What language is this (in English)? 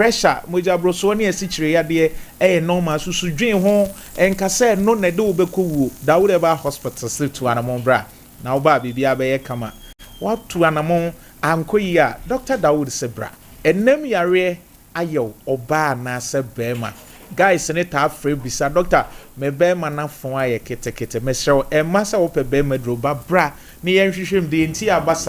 Akan